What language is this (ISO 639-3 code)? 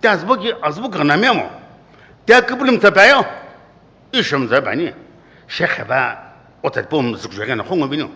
nsm